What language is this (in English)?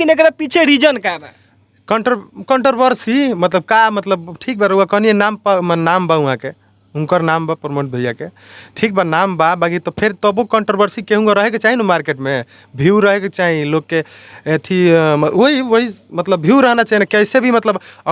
Bhojpuri